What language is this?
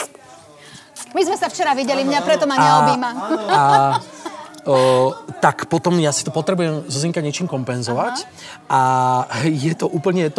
Slovak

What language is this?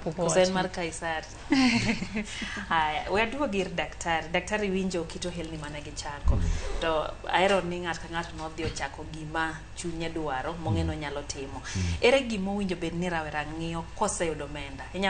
Luo (Kenya and Tanzania)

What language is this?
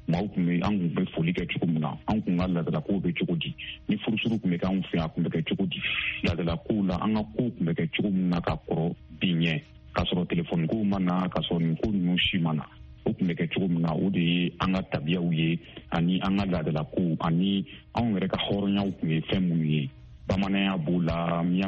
Bambara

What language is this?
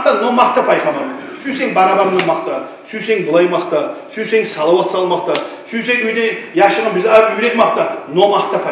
Kumyk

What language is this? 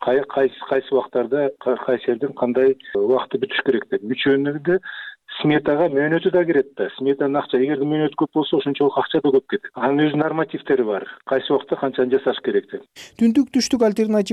Kyrgyz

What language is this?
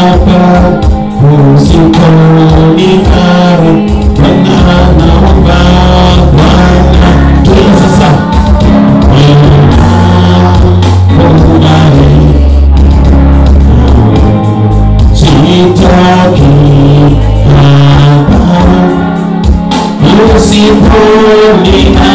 Swahili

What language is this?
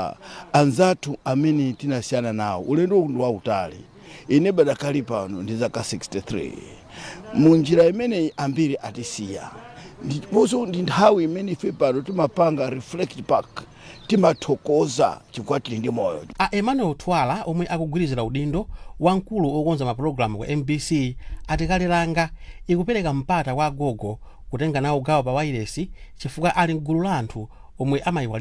Nyanja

